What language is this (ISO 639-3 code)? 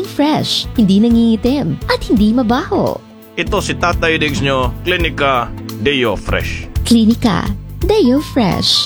fil